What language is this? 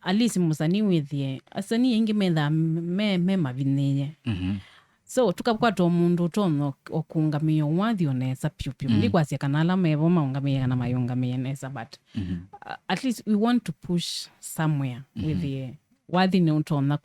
Kamba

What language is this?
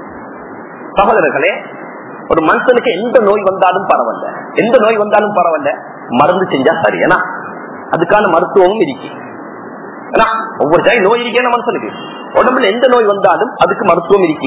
Tamil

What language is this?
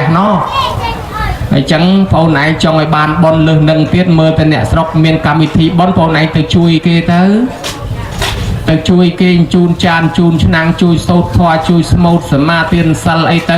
Khmer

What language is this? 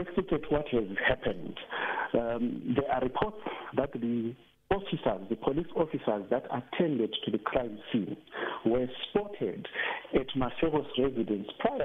English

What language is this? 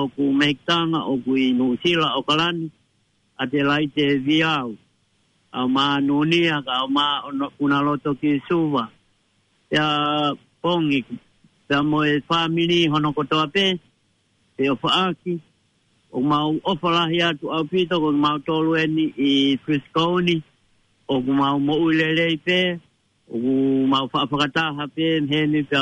Tongan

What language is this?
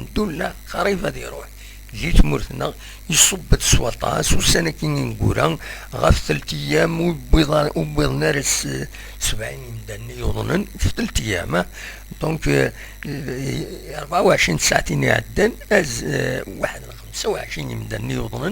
Kabyle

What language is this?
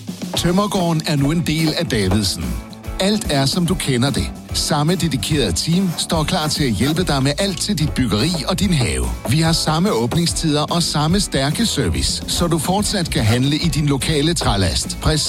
Danish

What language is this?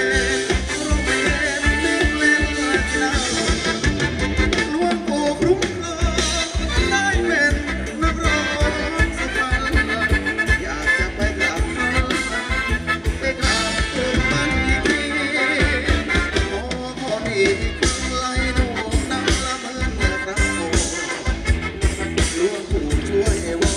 Thai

